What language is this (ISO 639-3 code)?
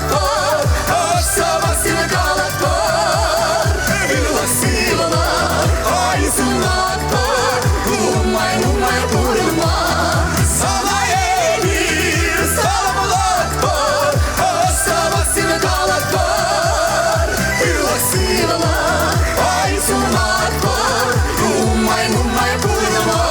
chv